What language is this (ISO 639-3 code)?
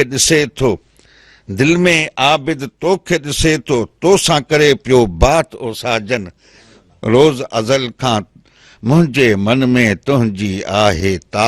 snd